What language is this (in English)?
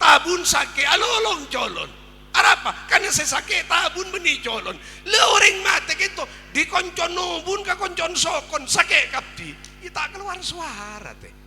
Madurese